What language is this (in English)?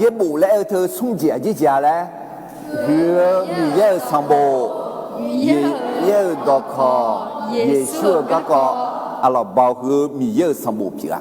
Akha